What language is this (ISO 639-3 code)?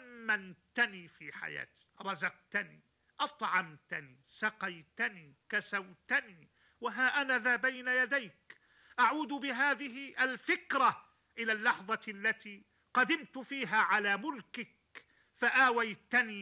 ara